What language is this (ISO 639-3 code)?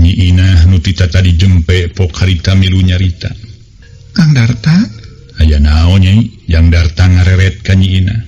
sun